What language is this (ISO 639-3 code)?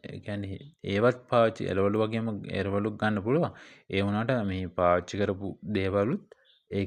sin